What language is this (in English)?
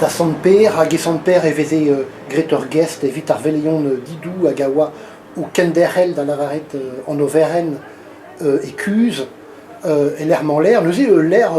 Breton